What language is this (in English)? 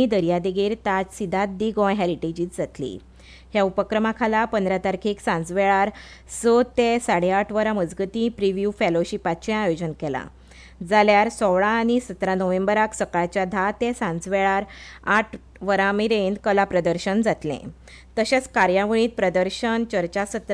Konkani